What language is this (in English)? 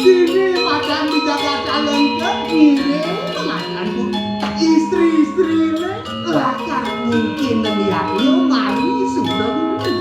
Balinese